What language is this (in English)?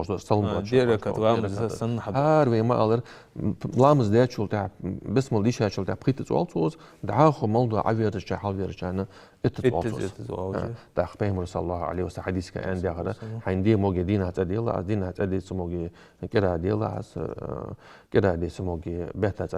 Ingush